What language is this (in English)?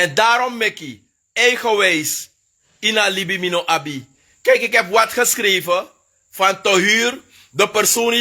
Sranan Tongo